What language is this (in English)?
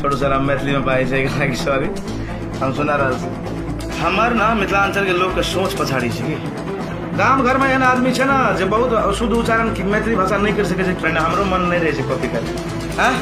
Maithili